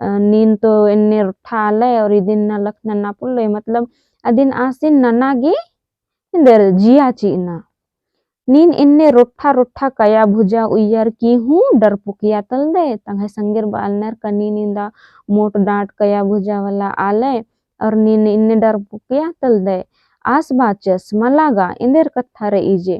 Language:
Kurukh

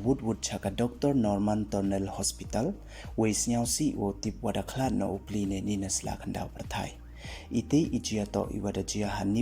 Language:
Pnar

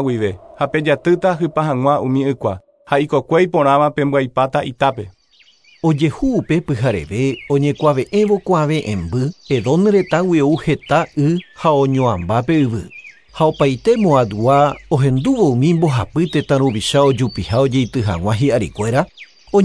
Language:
Guarani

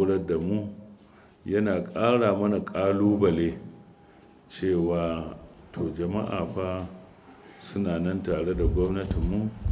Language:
Hausa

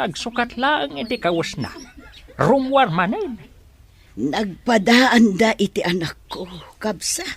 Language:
Iloko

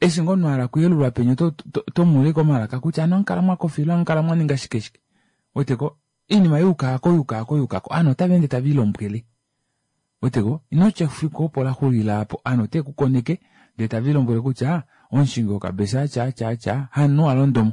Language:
Kuanyama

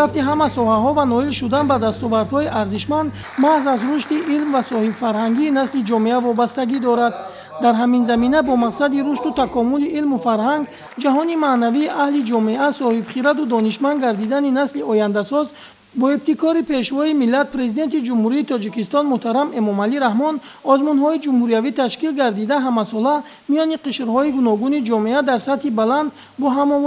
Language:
Tajik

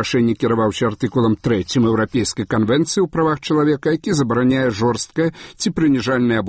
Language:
Belarusian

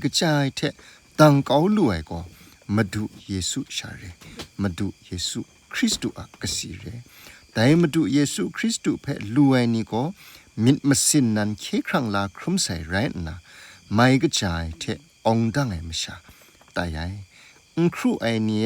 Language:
Kachin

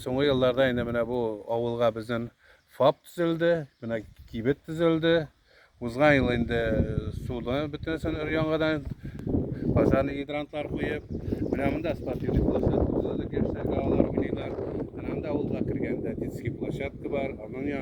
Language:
Tatar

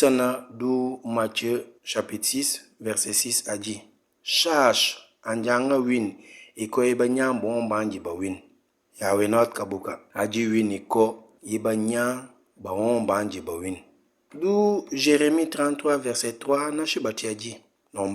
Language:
Mankanya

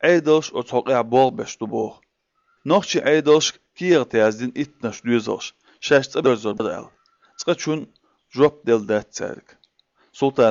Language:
Chechen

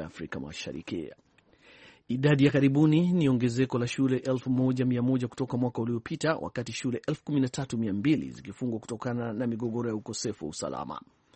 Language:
Swahili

